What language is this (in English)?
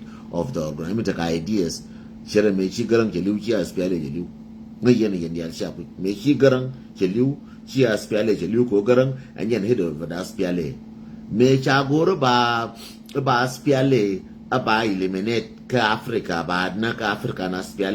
Nuer